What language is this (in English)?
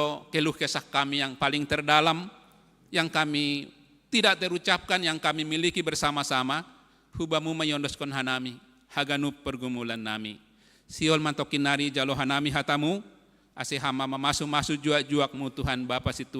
Batak Simalungun